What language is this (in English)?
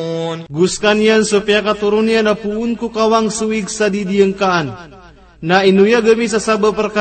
Maranao